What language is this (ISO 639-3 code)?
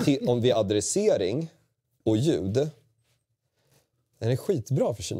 swe